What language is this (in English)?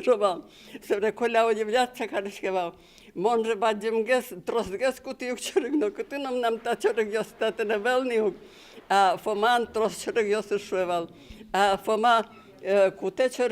Udmurt